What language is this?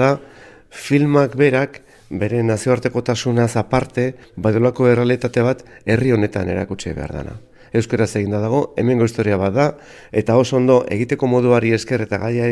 Basque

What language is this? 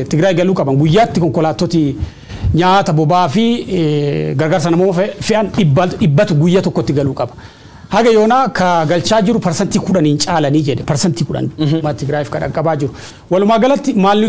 Oromo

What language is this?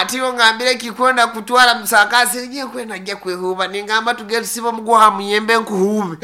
Nyankole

